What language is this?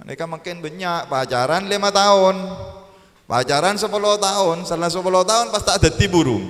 Madurese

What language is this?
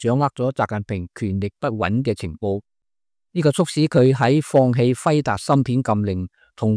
Cantonese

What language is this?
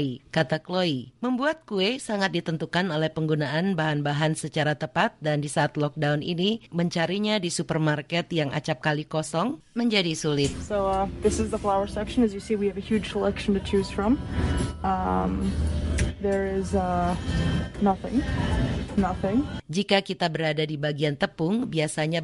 Indonesian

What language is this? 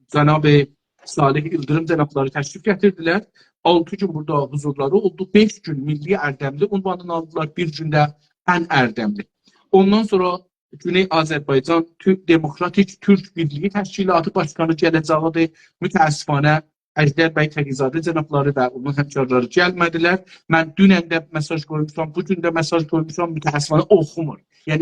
South Azerbaijani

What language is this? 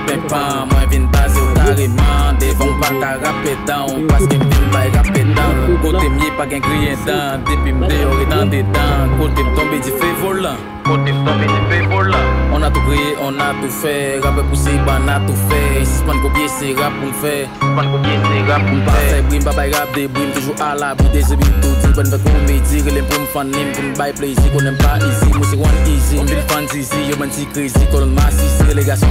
Haitian Creole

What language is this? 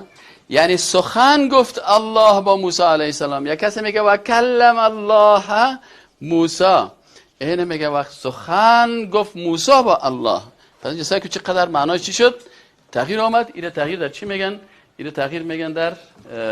Persian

